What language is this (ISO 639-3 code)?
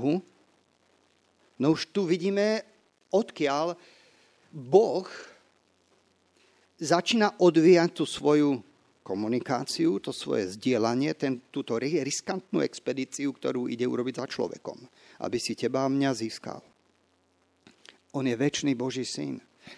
slk